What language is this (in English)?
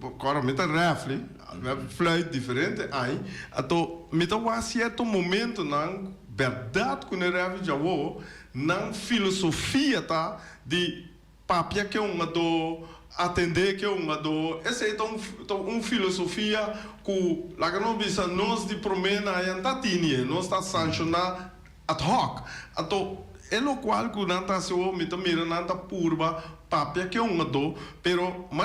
Papiamento